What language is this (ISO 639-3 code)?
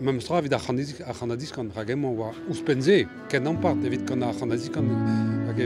bre